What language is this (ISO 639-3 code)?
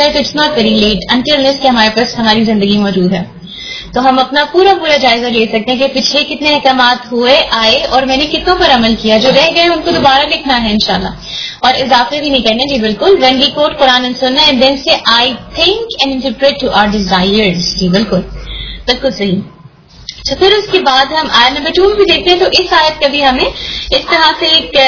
urd